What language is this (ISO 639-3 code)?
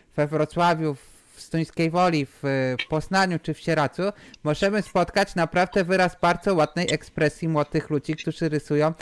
pol